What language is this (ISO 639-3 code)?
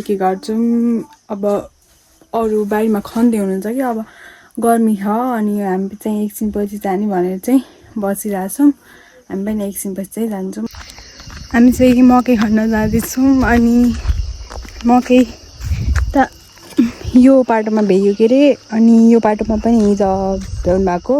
nep